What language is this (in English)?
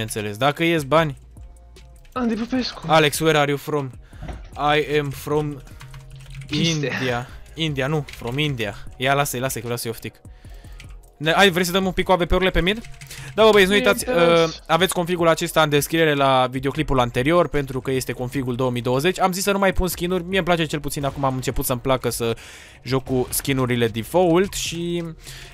Romanian